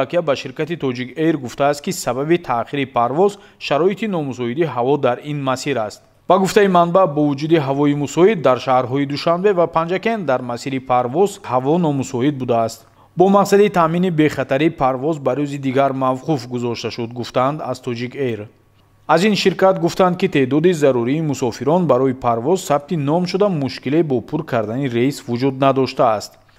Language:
Tajik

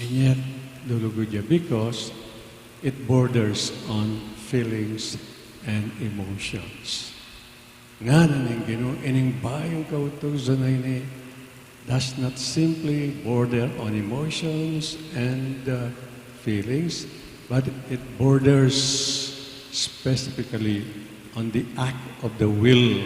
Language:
Pampanga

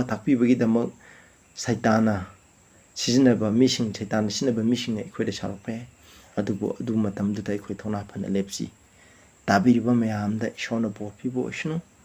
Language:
Manipuri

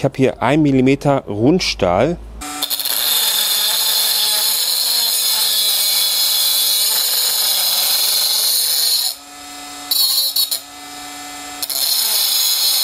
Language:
German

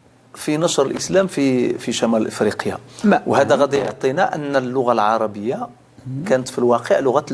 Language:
Moroccan Arabic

